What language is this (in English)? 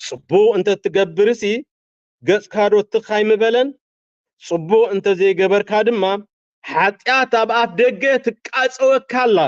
Tigrinya